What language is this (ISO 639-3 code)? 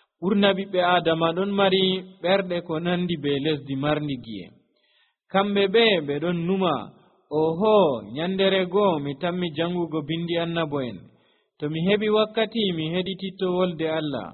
fuv